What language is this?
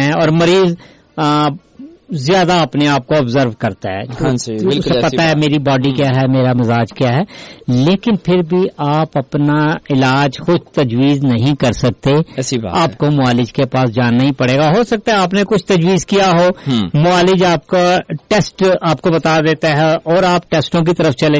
Urdu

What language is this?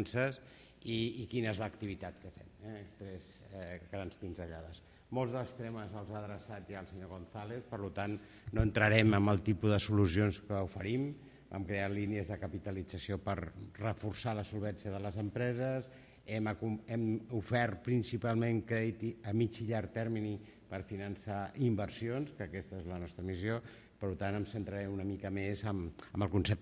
Catalan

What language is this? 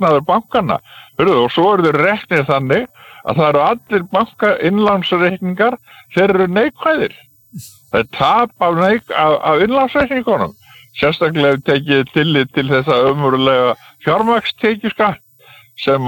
Icelandic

